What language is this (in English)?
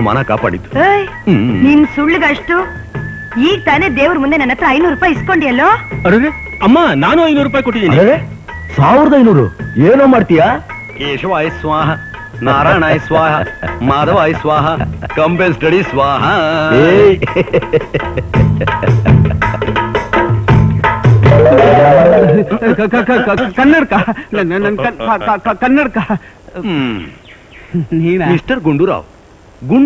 Kannada